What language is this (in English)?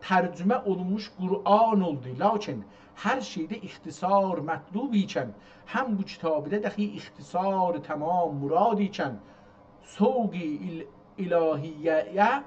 South Azerbaijani